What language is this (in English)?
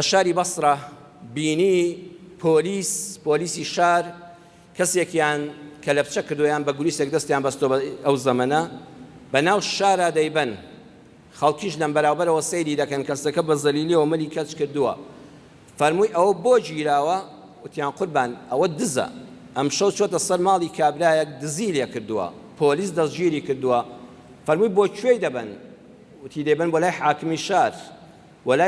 Central Kurdish